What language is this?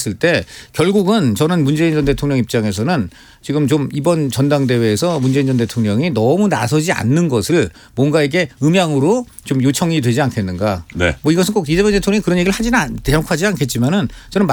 Korean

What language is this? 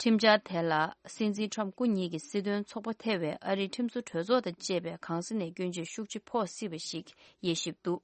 Tibetan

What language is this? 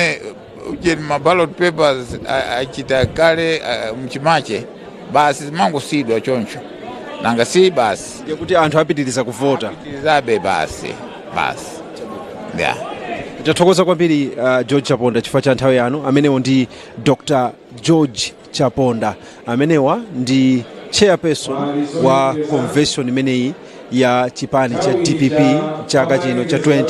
Nyanja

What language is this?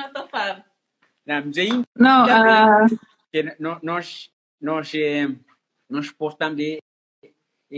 Kabuverdianu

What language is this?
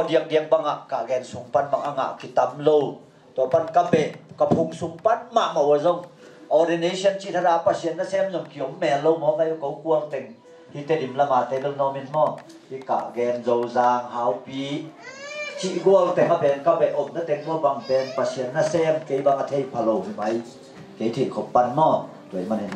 Tedim Chin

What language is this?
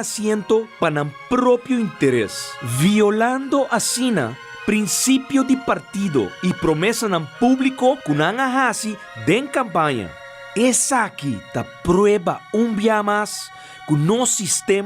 Papiamento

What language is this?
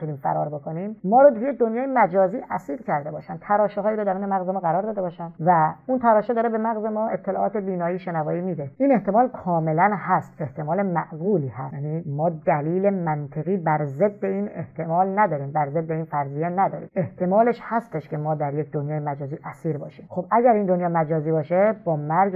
Persian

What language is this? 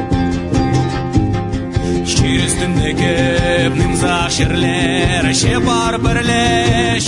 Khakas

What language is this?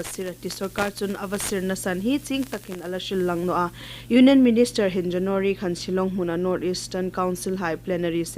Hmar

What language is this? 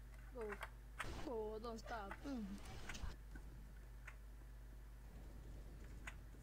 Hungarian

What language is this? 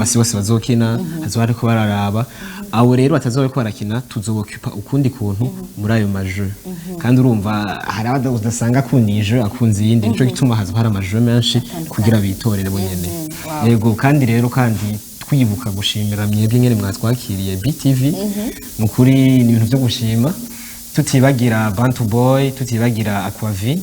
Rundi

